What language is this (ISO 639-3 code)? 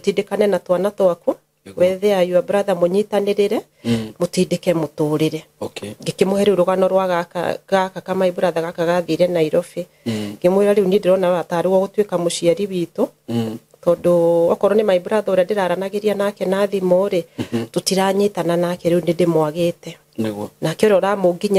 kik